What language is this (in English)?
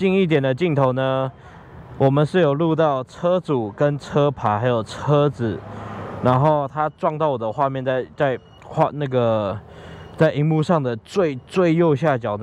Chinese